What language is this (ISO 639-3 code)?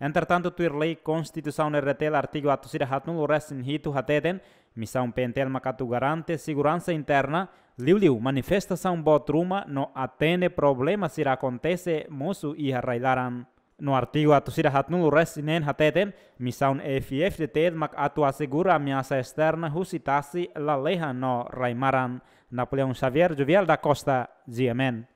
tet